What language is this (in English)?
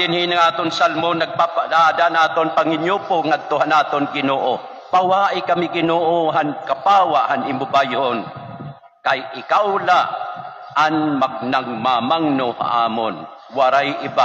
Waray